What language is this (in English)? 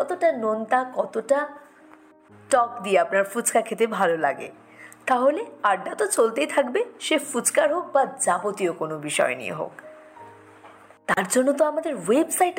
Bangla